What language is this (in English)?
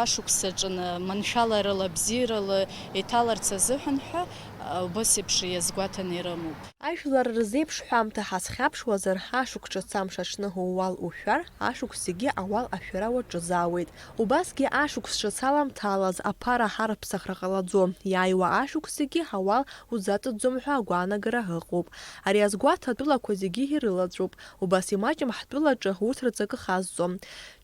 Abkhazian